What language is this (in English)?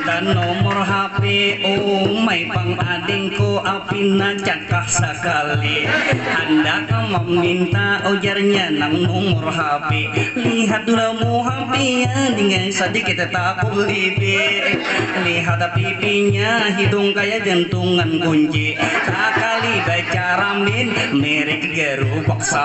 Banjar